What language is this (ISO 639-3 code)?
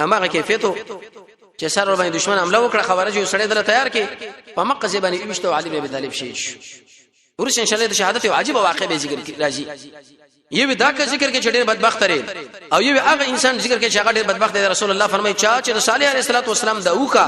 pus